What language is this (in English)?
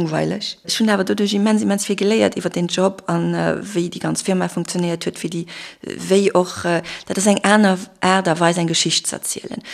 Luxembourgish